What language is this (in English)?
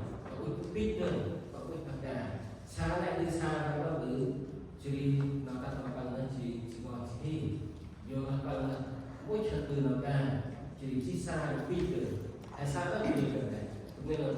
Central Mnong